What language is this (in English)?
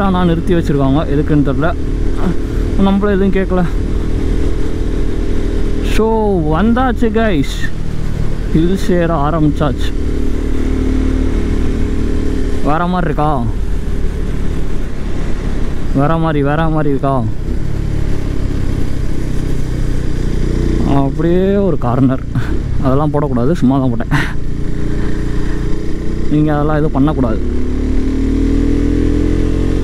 Tamil